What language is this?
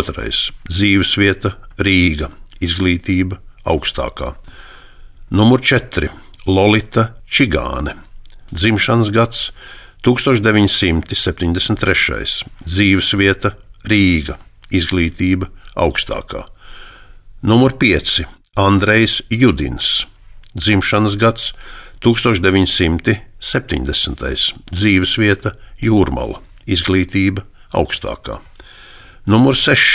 Latvian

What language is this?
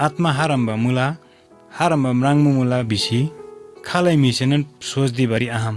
Eastern Tamang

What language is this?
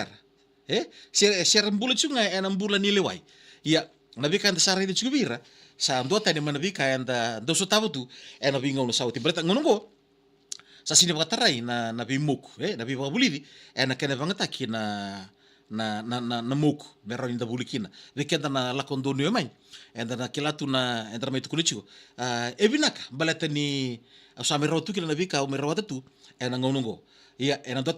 Fijian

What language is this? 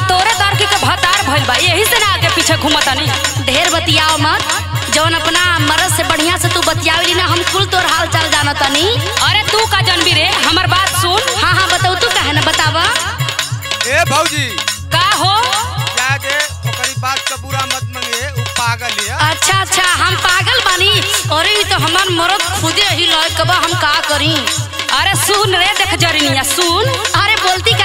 Bhojpuri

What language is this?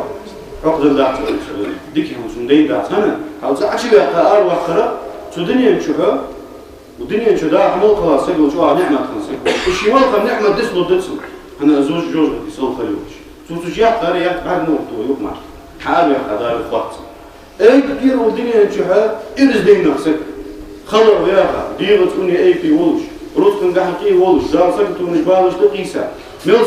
Ingush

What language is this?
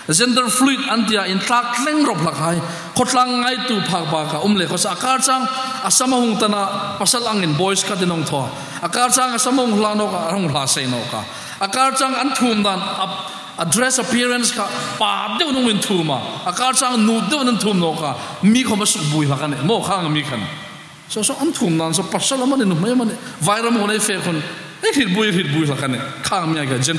Hmar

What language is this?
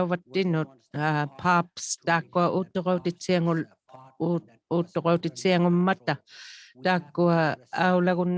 Inuktitut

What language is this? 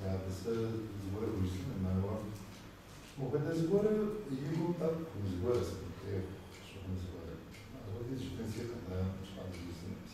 Kabardian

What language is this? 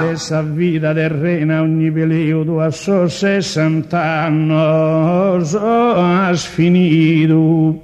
Sardinian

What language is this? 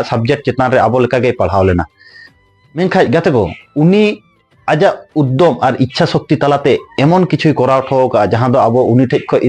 Santali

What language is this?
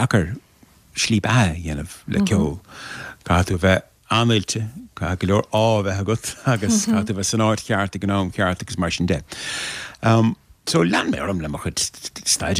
Irish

